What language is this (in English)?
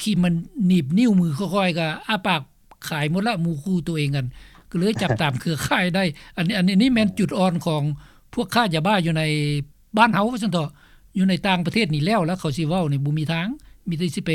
Lao